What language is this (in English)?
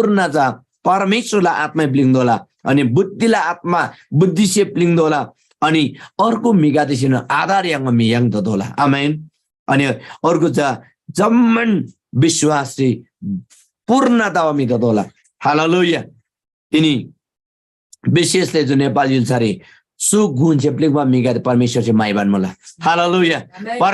Eastern Tamang